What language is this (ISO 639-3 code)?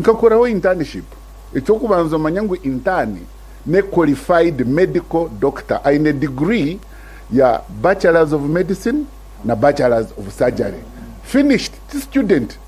nyn